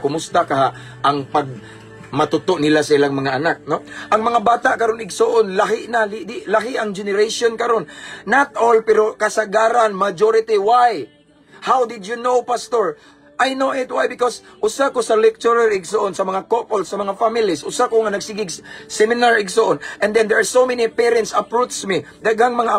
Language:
Cebuano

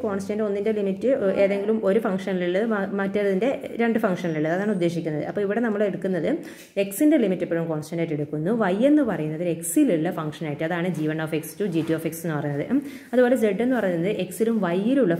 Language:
Malayalam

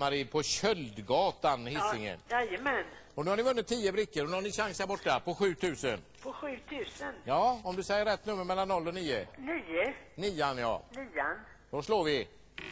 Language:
Swedish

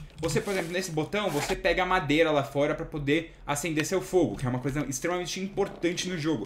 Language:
Portuguese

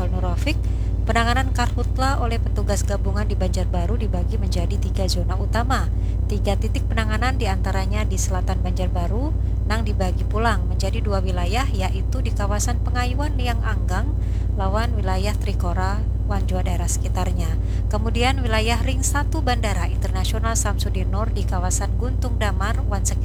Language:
Banjar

